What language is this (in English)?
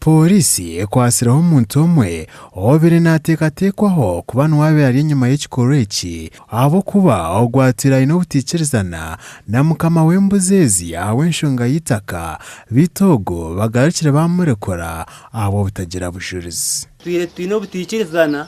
Nyankole